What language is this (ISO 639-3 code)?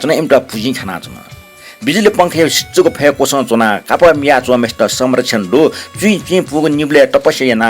new